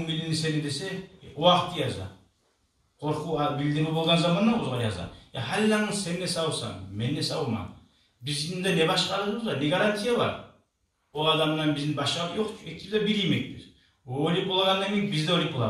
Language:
Kumyk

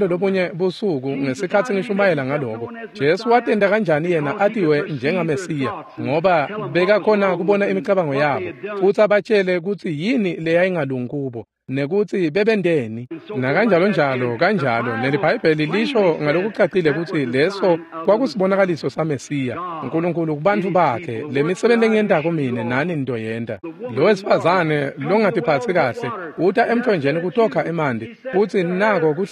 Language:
Swati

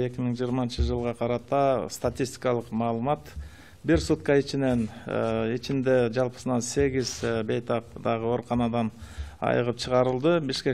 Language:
Kyrgyz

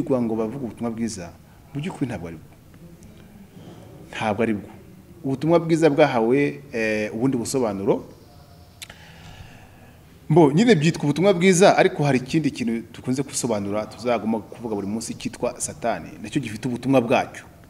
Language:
Kinyarwanda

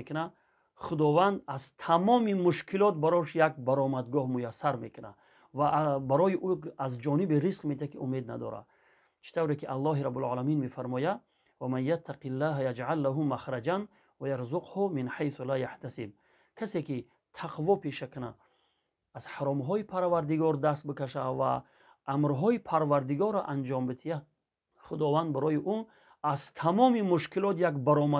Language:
Tajik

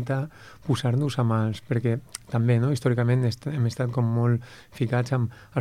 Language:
Catalan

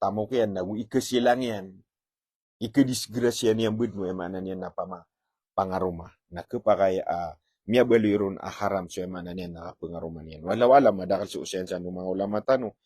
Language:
Maranao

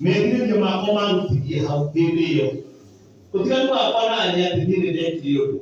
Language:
Kikuyu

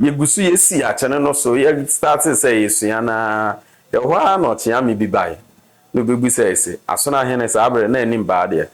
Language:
Akan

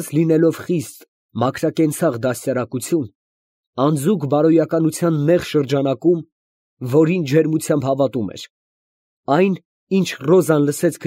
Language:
Armenian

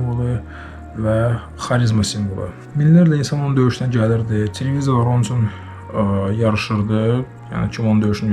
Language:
Azerbaijani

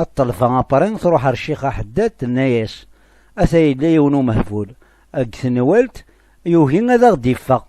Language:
Kabyle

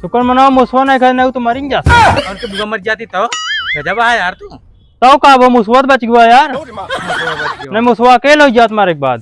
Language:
Awadhi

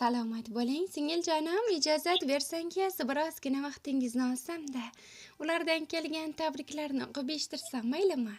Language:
Uzbek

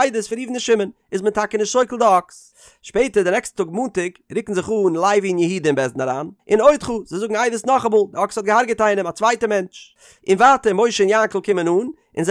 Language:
Yiddish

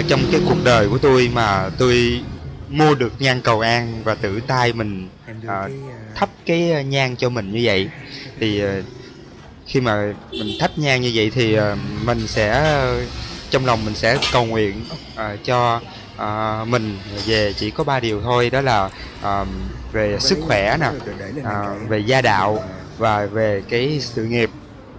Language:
Vietnamese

